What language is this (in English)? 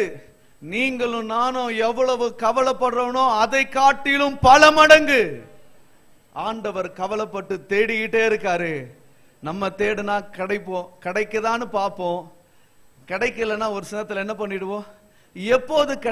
Tamil